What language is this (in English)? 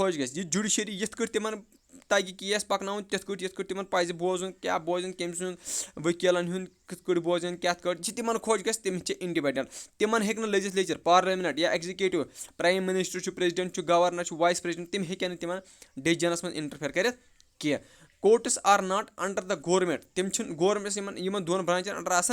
Kashmiri